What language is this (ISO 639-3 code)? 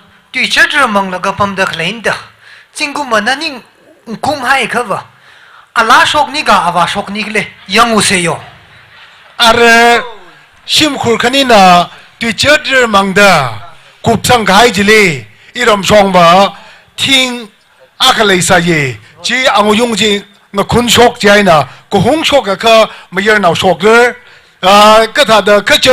nmf